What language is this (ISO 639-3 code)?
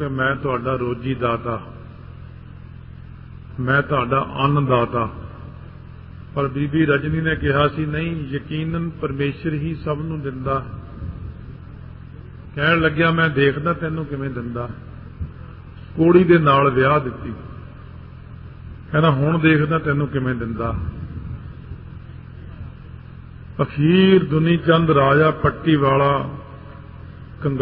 pan